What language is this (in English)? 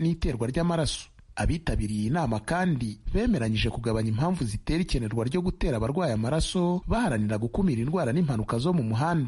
Kinyarwanda